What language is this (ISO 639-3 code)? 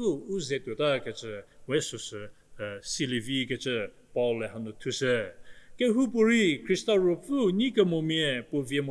njm